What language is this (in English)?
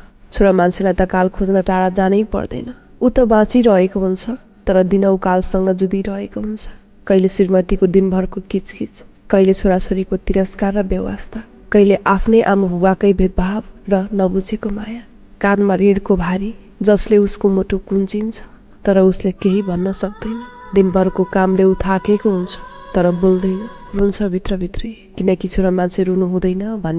Nepali